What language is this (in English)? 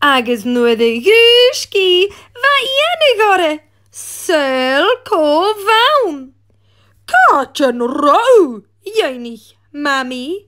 Scottish Gaelic